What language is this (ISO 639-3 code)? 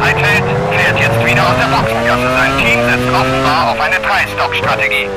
bar